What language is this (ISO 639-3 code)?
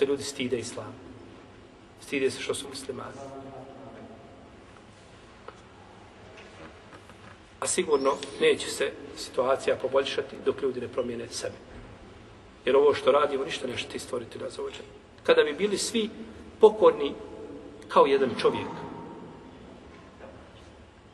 bos